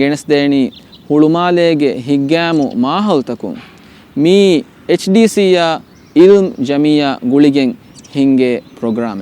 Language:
Divehi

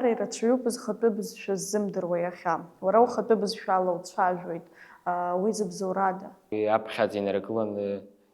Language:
Abkhazian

